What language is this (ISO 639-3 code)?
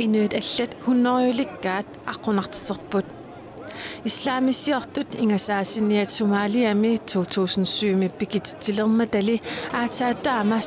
kal